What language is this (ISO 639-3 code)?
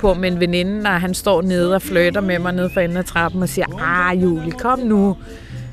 dan